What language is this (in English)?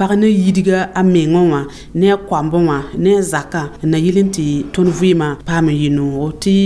Mossi